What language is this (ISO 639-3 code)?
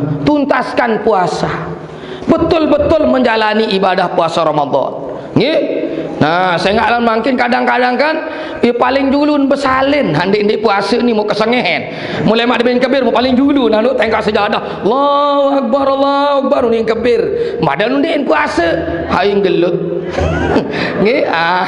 sas